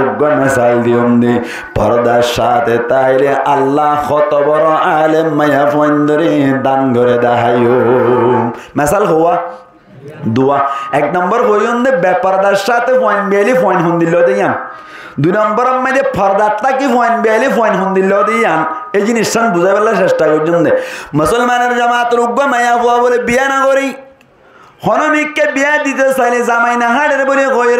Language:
Rohingya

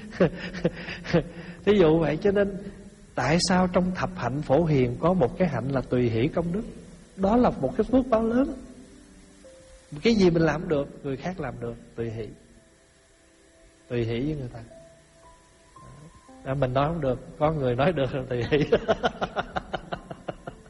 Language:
Vietnamese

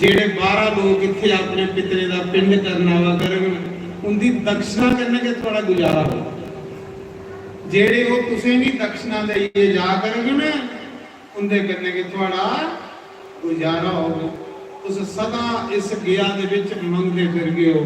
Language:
Dogri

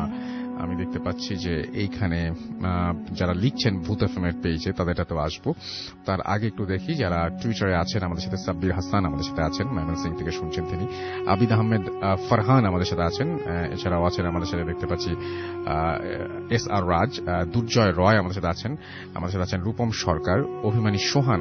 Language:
Bangla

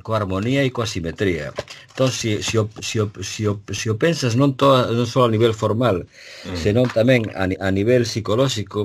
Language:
Galician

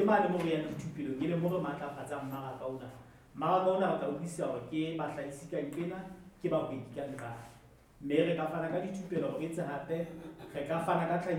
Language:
Southern Sotho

